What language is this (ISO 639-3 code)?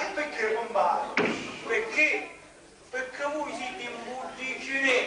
scn